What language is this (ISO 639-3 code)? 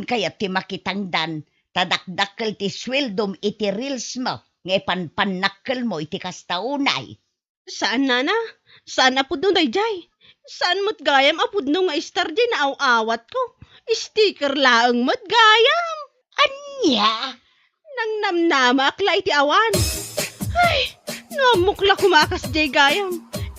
ilo